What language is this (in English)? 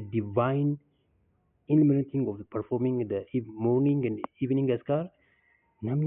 Oromo